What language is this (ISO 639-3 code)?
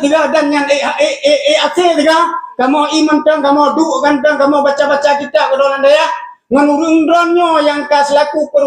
ace